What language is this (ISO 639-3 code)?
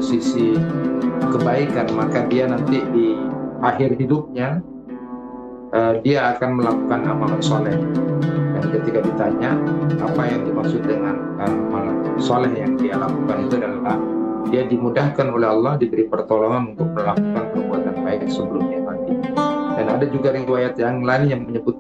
ind